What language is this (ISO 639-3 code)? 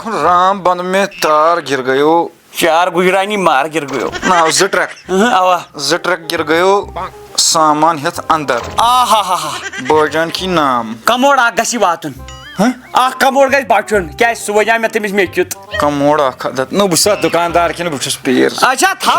kas